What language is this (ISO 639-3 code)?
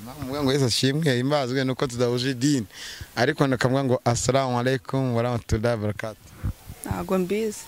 kin